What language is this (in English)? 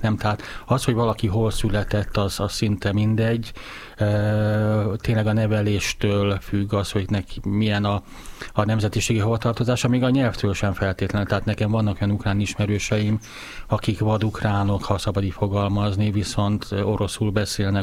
Hungarian